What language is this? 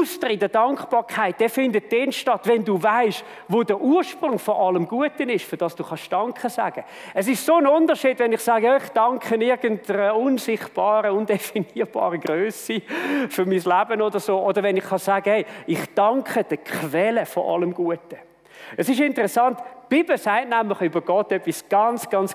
Swiss German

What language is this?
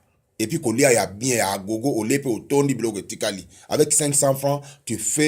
Lingala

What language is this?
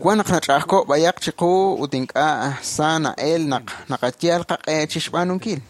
Kekchí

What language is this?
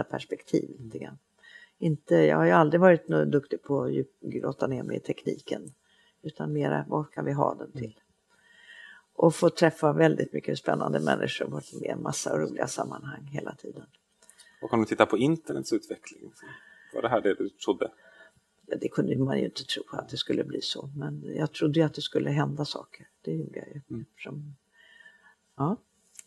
Swedish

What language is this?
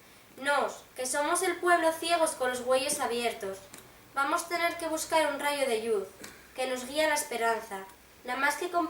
Asturian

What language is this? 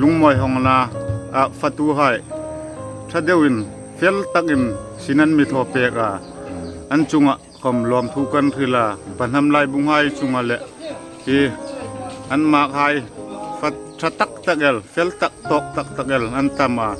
Hmar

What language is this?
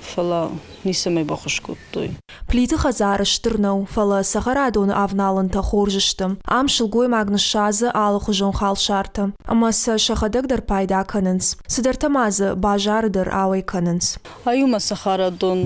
Ossetic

